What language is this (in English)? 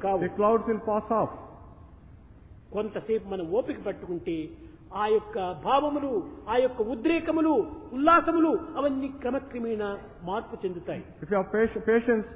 Telugu